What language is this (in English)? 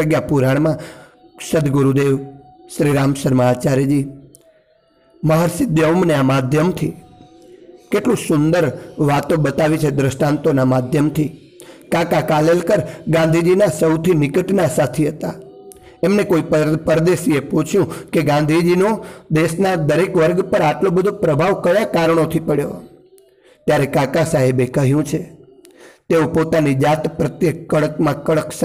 Gujarati